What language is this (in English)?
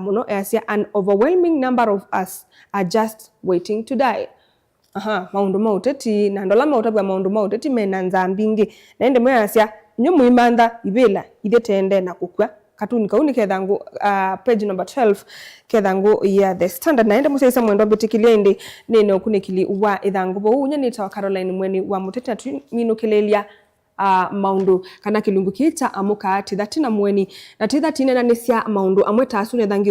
Kamba